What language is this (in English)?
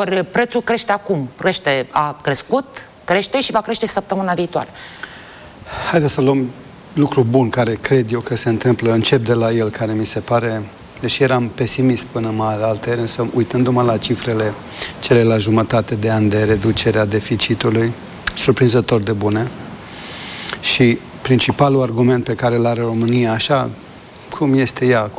Romanian